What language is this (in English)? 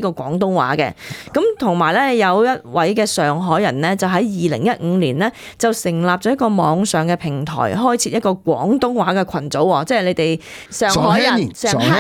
Cantonese